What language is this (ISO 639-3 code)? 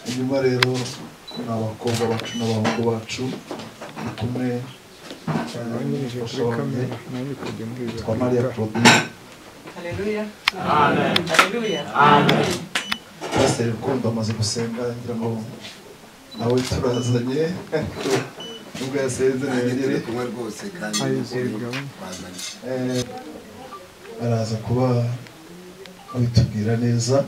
kin